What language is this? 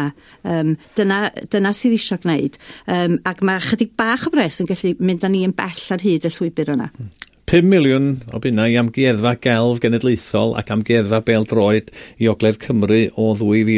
Welsh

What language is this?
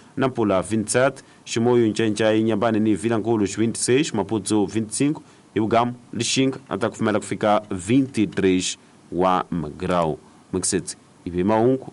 Tsonga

